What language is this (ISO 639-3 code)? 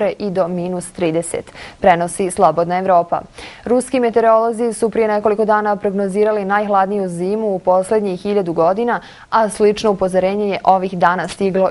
bos